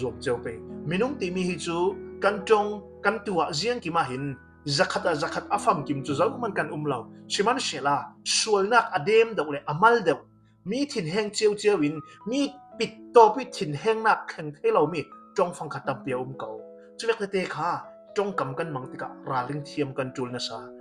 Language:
Falam Chin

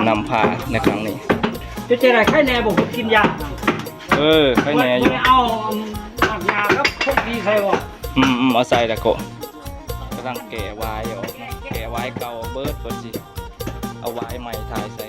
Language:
Lao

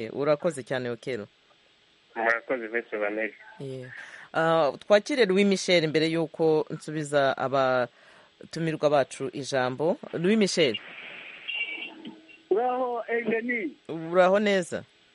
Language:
Kinyarwanda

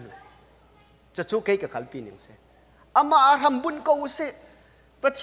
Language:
Hakha Chin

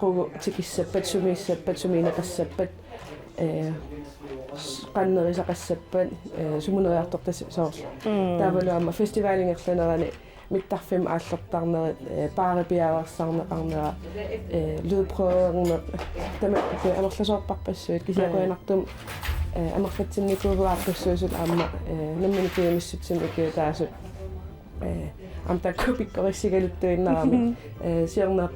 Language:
Kalaallisut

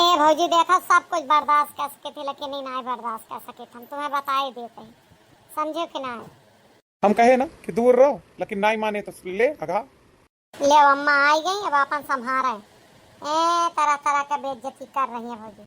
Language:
Awadhi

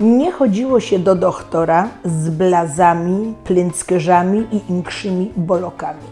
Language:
Silesian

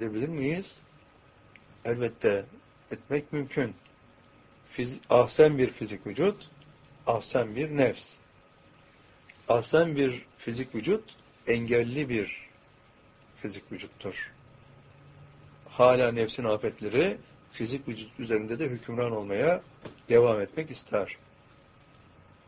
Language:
Turkish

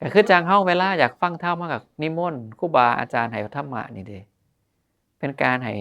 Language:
Northeastern Thai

